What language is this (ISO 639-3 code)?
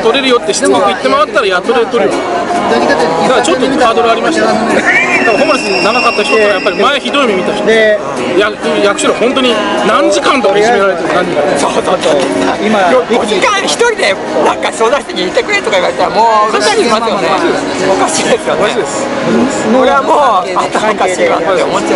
jpn